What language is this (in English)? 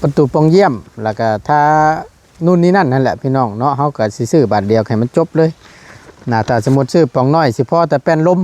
Lao